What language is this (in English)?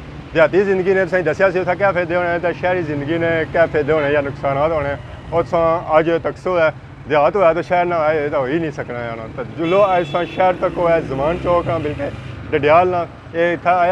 Pahari-Potwari